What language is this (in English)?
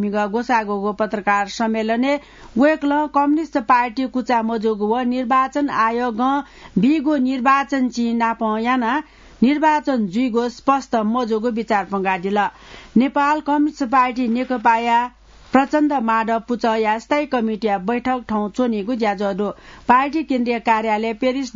Newari